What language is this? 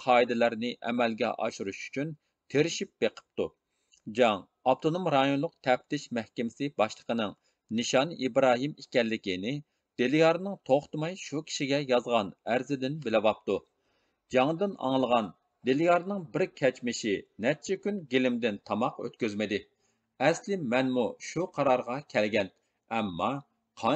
Uyghur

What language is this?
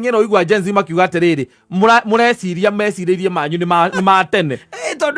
Kikuyu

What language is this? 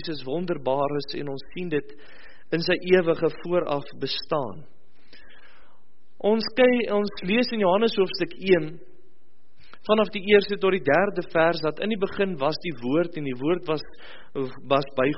Afrikaans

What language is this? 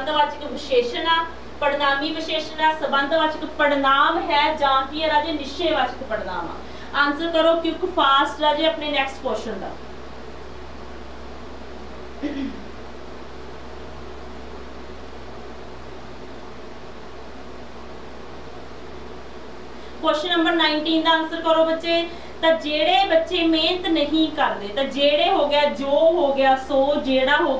Punjabi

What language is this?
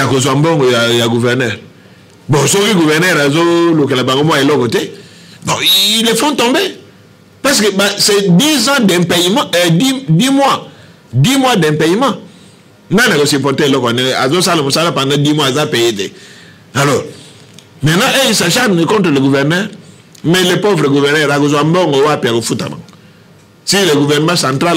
Lingala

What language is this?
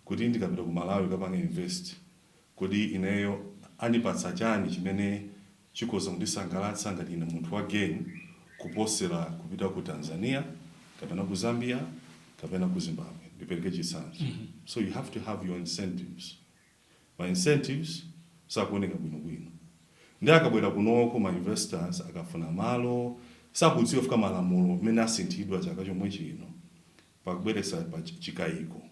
Nyanja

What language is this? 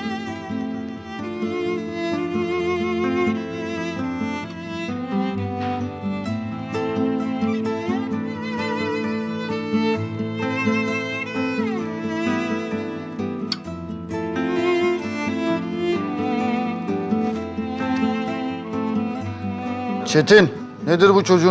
Turkish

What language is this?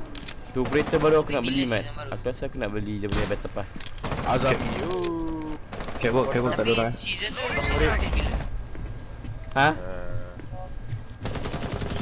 Malay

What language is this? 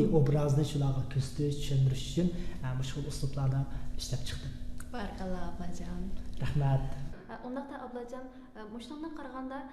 Uyghur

